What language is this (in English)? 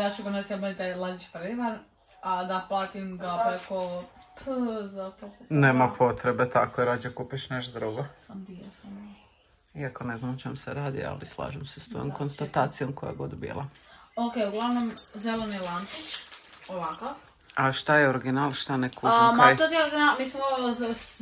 Croatian